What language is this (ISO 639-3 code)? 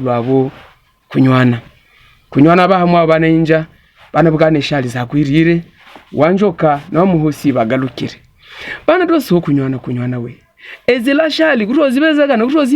hav